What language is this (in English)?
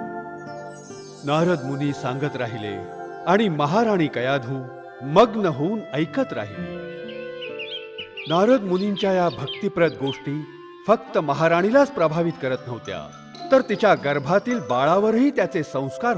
Marathi